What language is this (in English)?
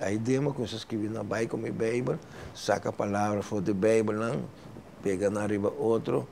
Papiamento